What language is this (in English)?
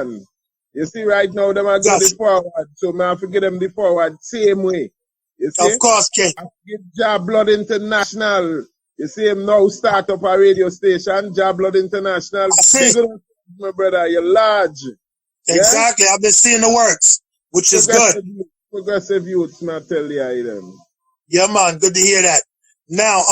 Jamaican Creole English